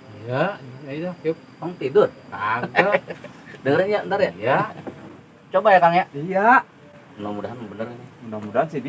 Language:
Betawi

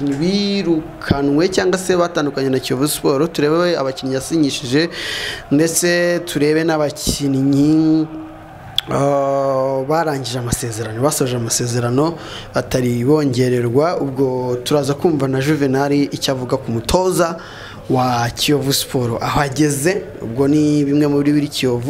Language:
Kinyarwanda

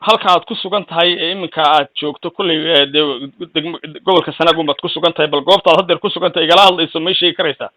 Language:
Somali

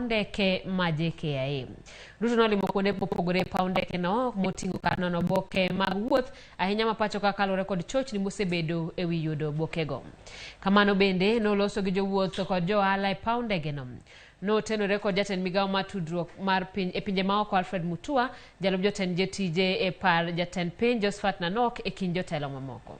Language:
Luo (Kenya and Tanzania)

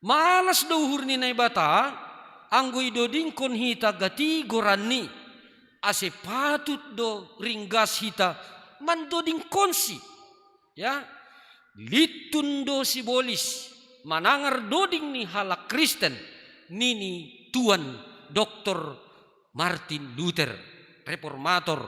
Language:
Batak Simalungun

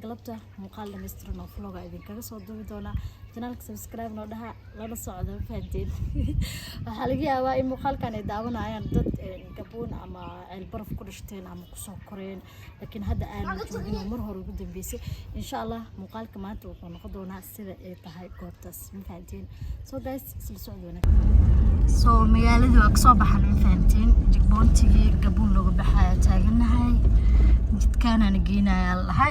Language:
Somali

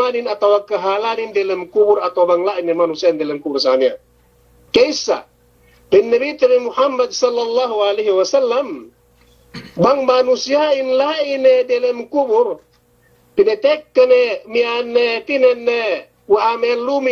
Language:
Yakan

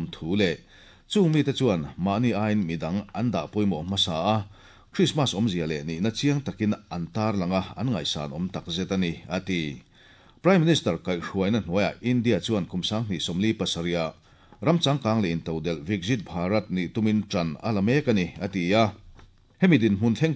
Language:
Mizo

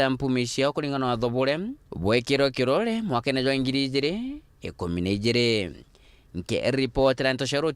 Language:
Meru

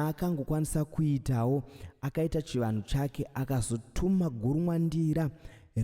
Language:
Shona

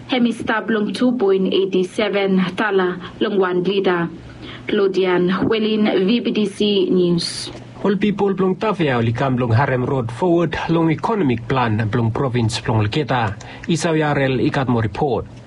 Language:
Bislama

